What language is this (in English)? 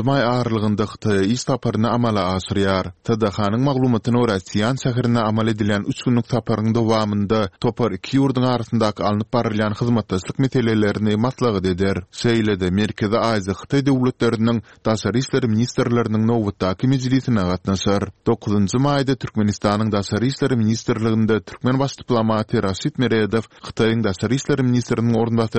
Turkmen